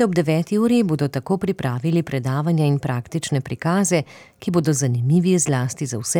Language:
Slovenian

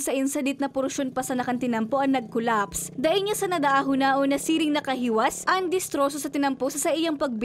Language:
Bikol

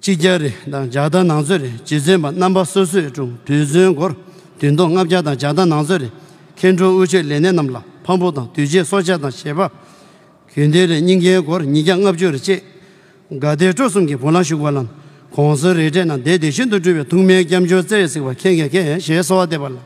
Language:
Tibetan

